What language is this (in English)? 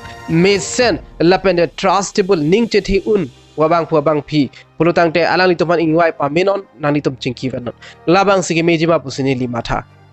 Karbi